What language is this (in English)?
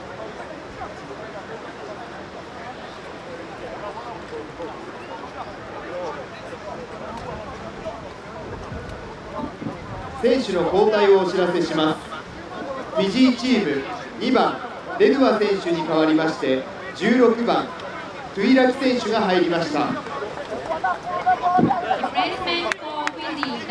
Japanese